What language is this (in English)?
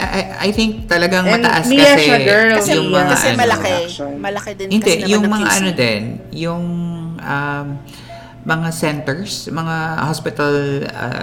Filipino